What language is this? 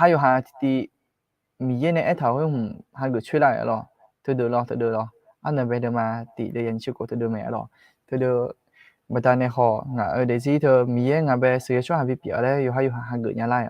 Akha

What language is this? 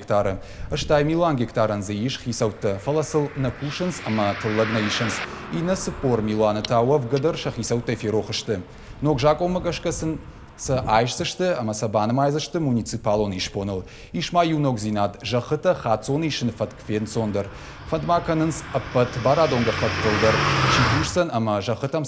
Ossetic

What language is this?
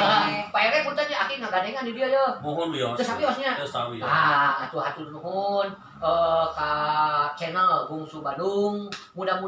Sundanese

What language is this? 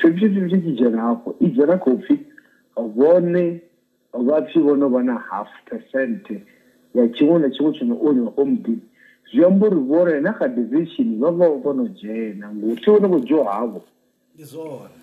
Venda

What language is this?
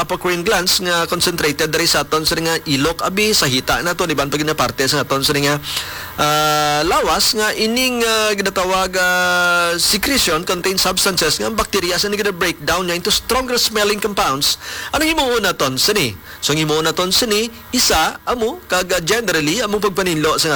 Hiligaynon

